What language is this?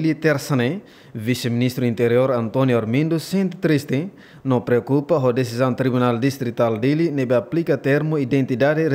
Tetum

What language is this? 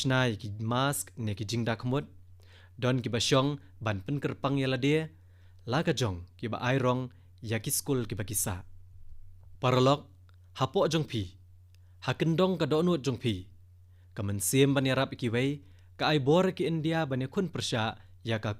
Khasi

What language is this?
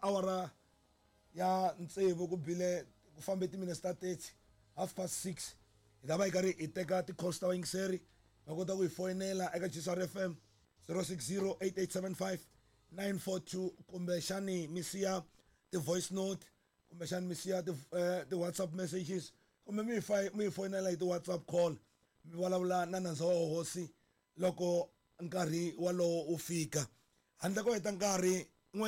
Tsonga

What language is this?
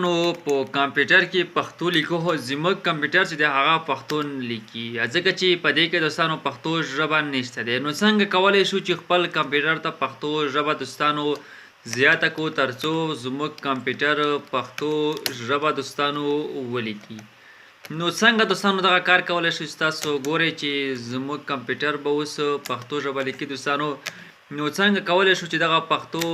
Pashto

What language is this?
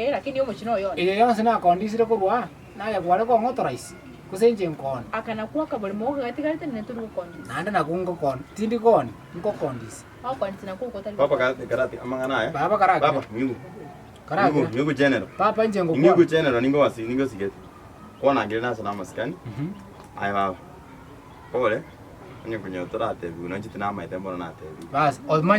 Gusii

